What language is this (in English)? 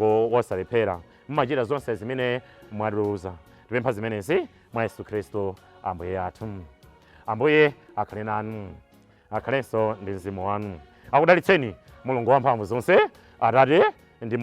Nyanja